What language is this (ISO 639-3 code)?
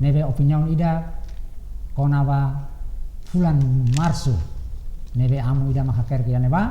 tet